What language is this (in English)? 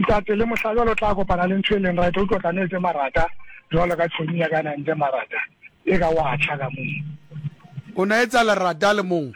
Southern Sotho